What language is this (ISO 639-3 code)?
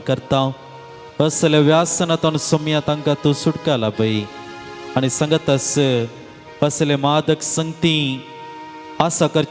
kok